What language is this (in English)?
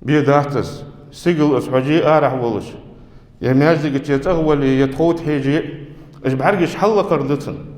Ingush